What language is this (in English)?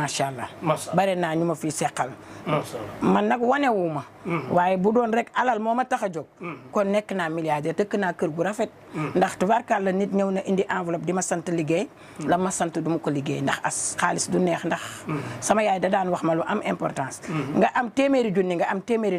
Wolof